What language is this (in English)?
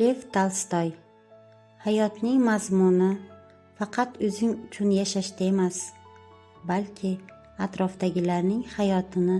Uzbek